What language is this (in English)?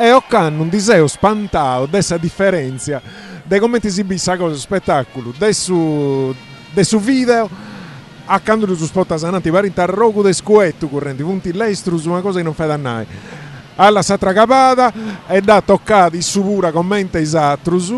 Sardinian